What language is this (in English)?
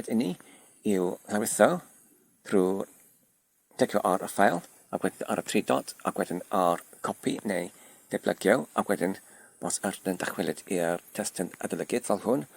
Welsh